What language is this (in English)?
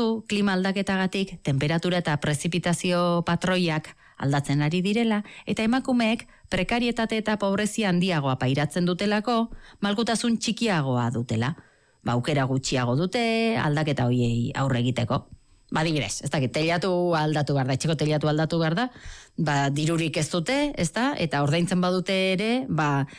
Basque